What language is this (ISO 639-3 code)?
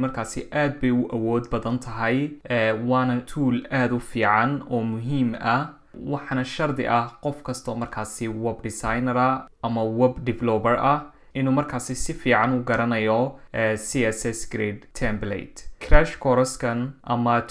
som